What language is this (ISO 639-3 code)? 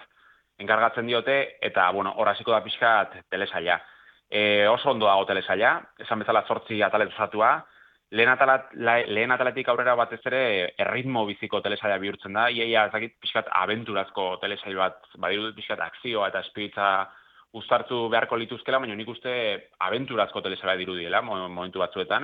eus